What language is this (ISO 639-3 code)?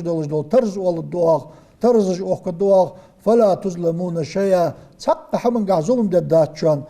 inh